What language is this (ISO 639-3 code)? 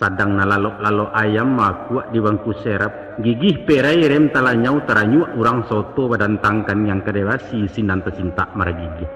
min